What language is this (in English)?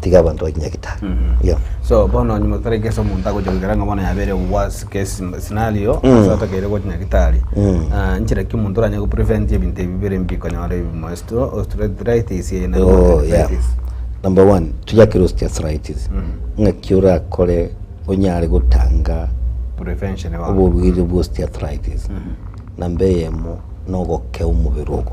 Gusii